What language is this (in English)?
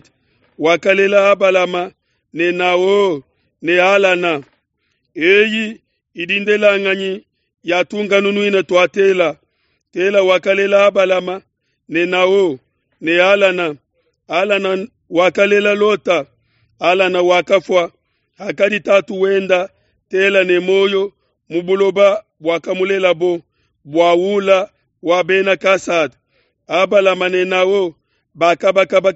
Luba-Lulua